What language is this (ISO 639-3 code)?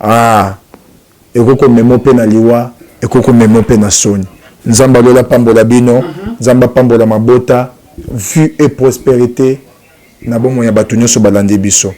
lin